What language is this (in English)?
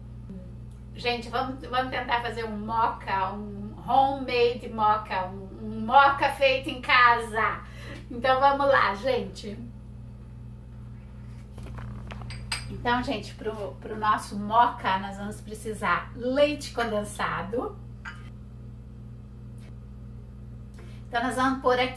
Portuguese